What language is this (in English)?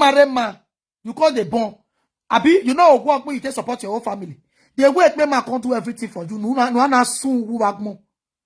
Nigerian Pidgin